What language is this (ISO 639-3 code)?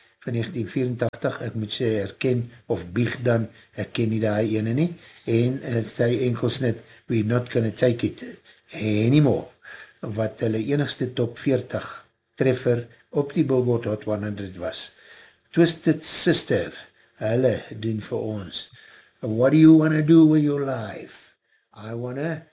afr